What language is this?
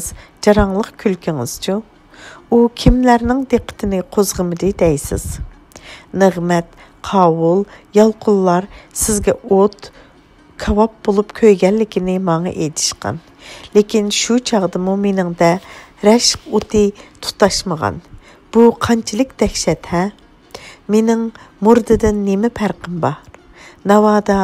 Uyghur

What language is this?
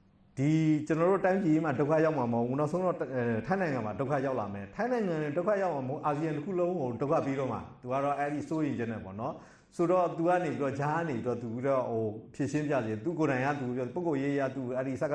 Burmese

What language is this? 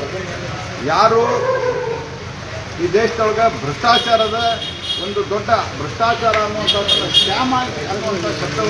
Kannada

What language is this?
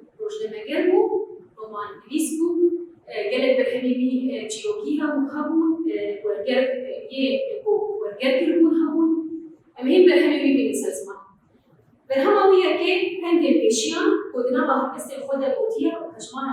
Kurdish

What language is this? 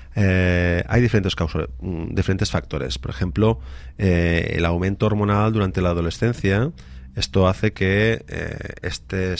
Spanish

